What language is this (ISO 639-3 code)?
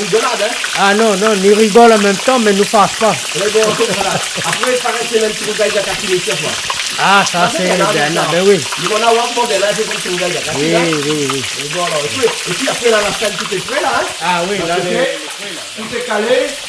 rcf